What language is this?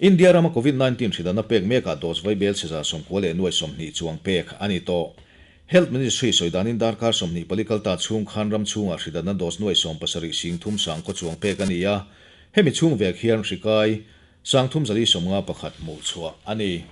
Mizo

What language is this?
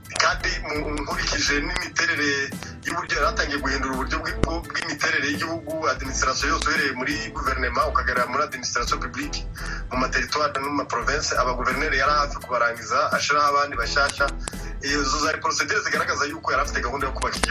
Kinyarwanda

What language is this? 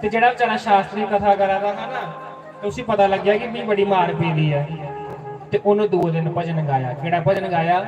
Dogri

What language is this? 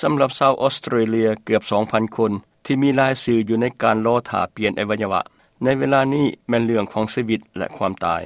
Lao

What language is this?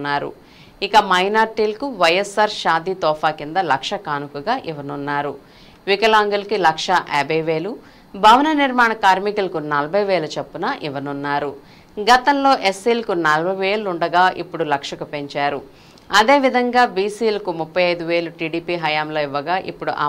Telugu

